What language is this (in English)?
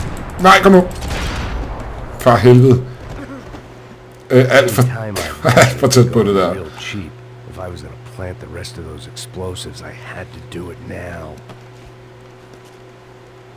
Danish